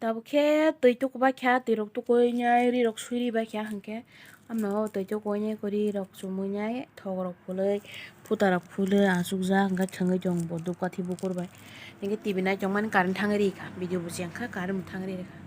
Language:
Kok Borok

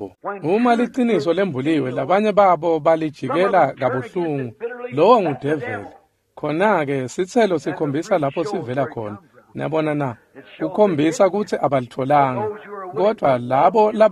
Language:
Swati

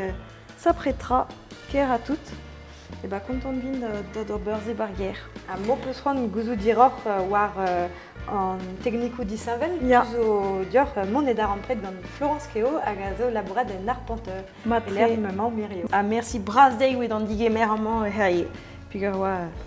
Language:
Breton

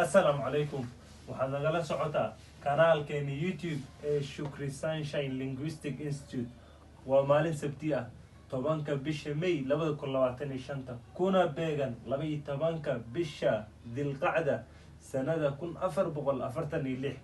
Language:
Somali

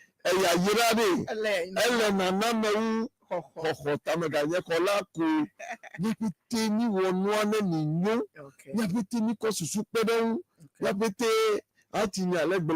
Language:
Ewe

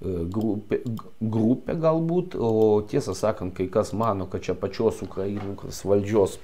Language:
Lithuanian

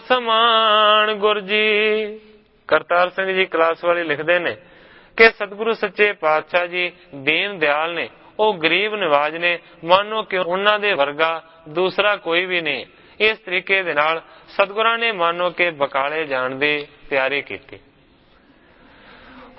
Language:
Punjabi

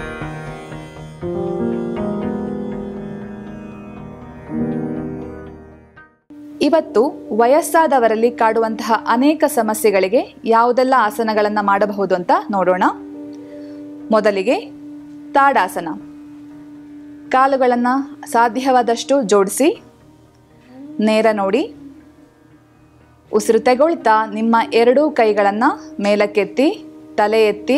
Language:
Kannada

